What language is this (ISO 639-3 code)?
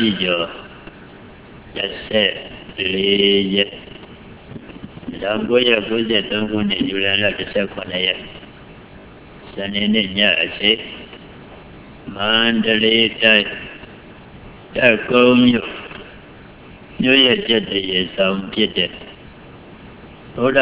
mya